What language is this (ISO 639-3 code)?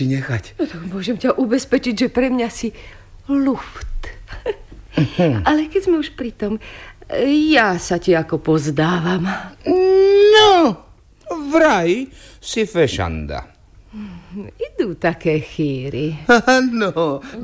slk